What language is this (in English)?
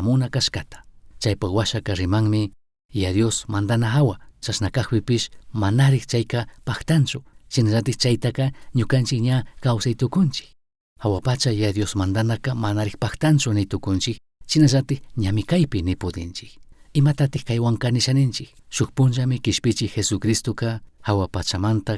Chimborazo Highland Quichua